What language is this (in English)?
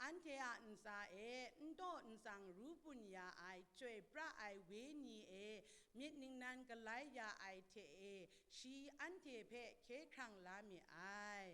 Kachin